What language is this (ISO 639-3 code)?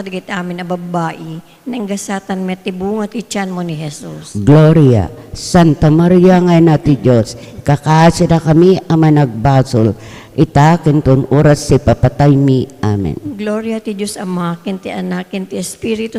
ilo